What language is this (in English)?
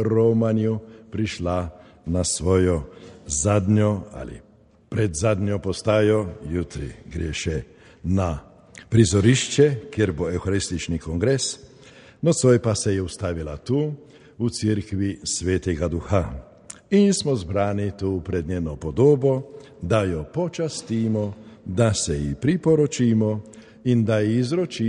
Slovenian